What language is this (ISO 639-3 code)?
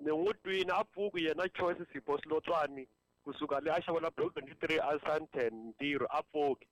tso